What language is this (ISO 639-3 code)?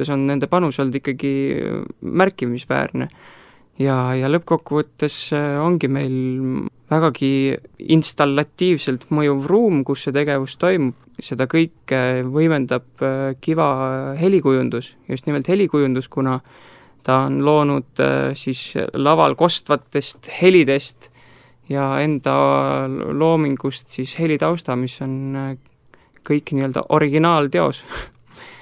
est